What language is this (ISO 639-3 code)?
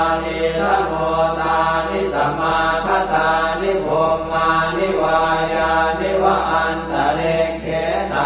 pli